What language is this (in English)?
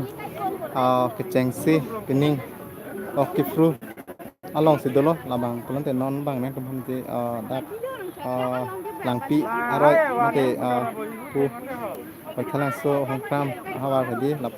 Karbi